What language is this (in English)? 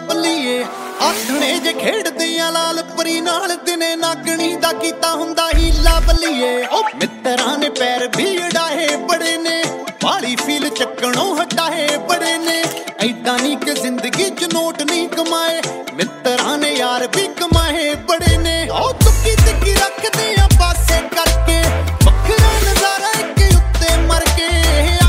Punjabi